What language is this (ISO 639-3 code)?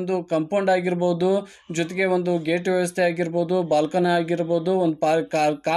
kan